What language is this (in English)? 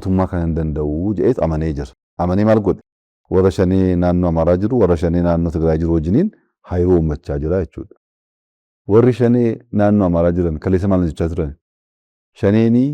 Oromo